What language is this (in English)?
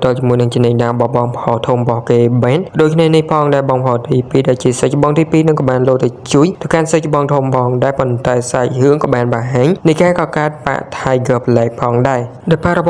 Khmer